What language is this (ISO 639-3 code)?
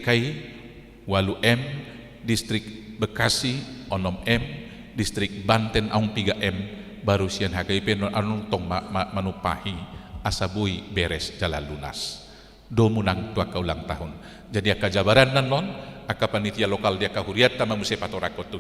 bbc